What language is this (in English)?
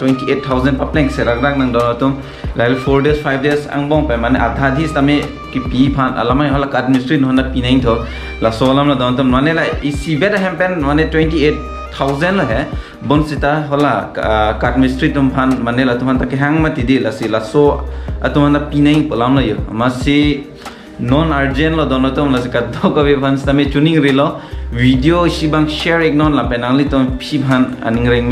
Karbi